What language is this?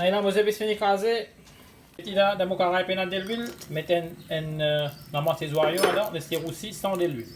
Morisyen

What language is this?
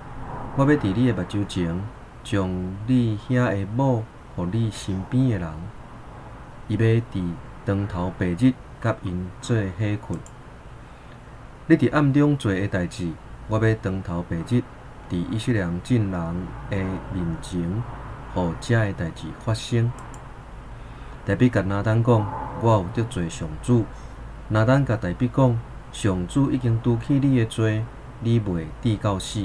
Min Nan Chinese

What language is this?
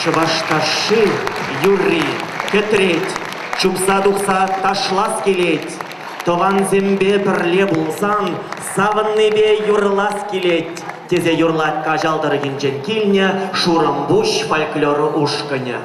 Chuvash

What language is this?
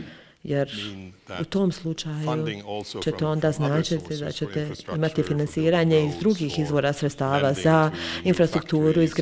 Bosnian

